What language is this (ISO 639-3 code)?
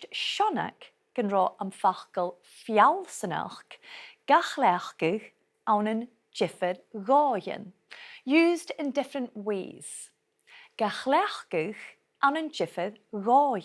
gla